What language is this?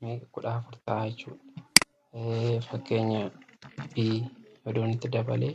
Oromo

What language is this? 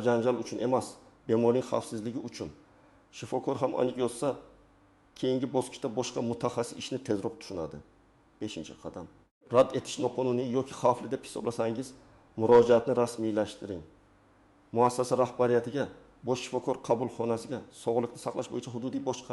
Uzbek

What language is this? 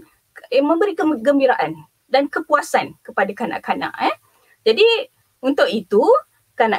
Malay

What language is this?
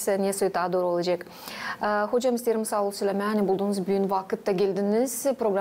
Gagauz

